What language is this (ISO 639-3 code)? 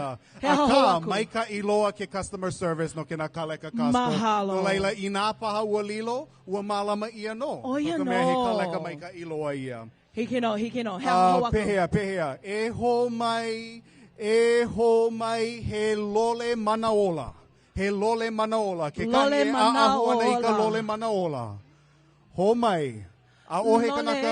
haw